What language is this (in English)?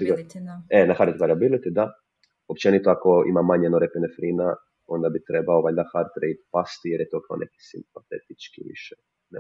Croatian